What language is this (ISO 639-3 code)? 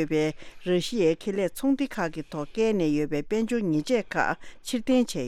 bod